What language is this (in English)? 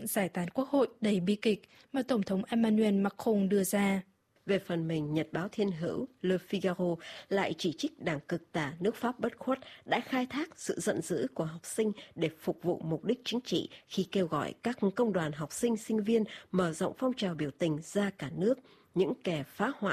Vietnamese